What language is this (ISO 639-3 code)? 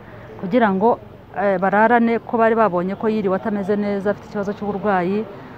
kin